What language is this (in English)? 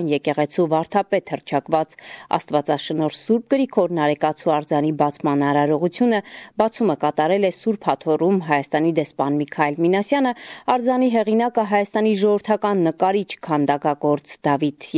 Armenian